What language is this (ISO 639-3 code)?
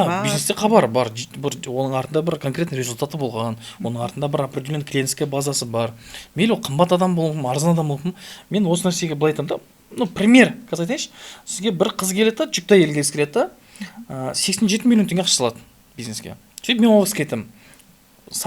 kaz